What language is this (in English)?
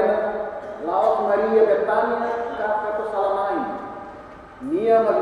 Tetum